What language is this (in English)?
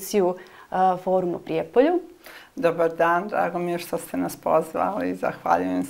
Serbian